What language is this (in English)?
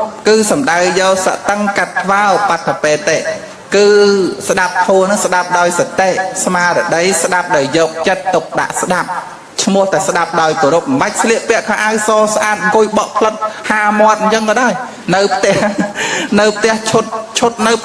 Khmer